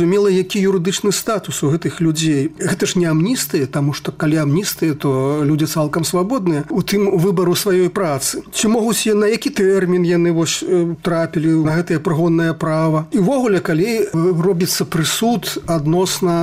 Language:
Belarusian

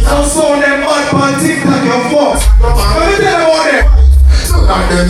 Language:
Jamaican Creole English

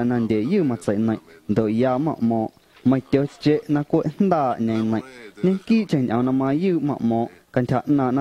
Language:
Guerrero Amuzgo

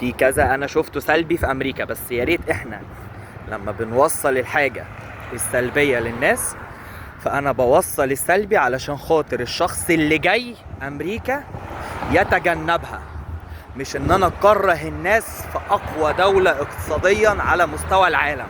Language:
Egyptian Arabic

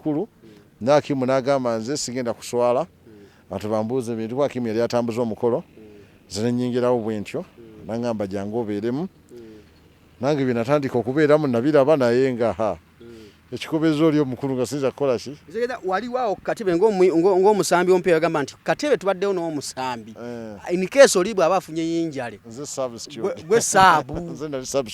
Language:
Ganda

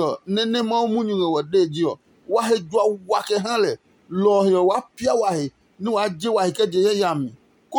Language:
Adangme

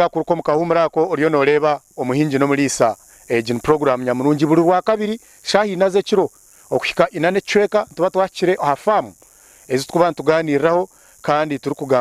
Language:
Nyankole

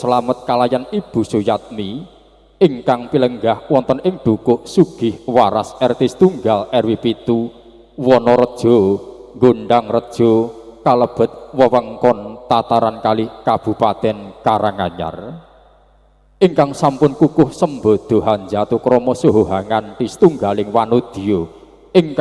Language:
Javanese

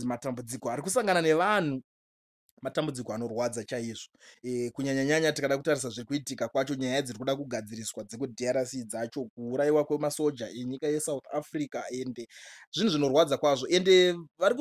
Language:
Shona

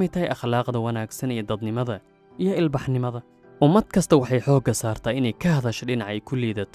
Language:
Somali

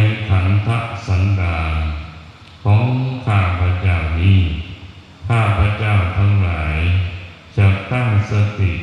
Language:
Pali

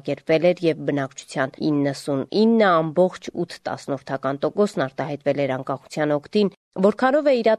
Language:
Armenian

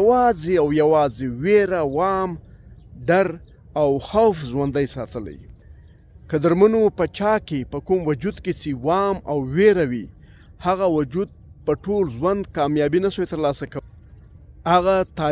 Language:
Pashto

